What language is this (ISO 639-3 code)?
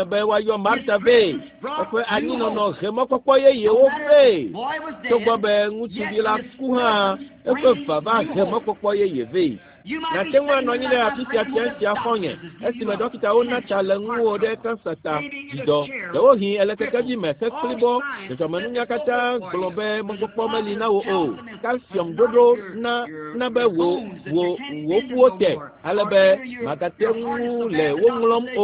ewe